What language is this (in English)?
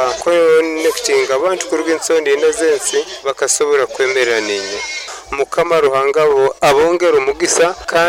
Nyoro